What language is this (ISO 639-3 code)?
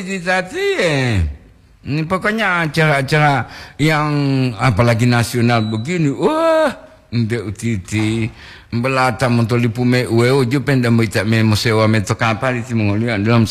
gor